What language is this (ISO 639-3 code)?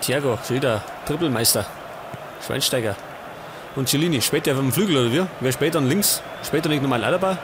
bar